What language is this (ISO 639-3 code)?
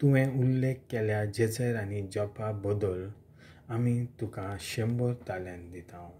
kok